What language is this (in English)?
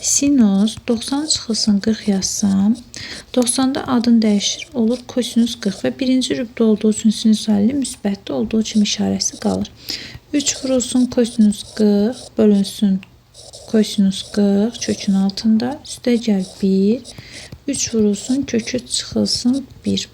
Azerbaijani